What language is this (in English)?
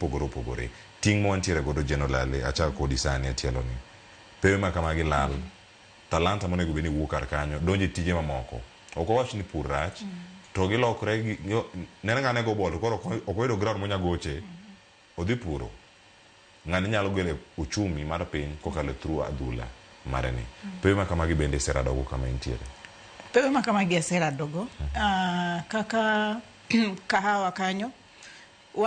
Luo (Kenya and Tanzania)